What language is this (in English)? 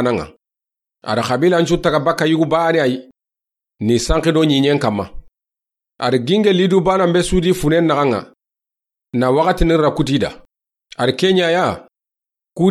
Soninke